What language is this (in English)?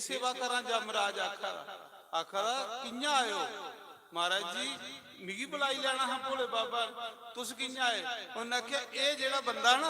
Dogri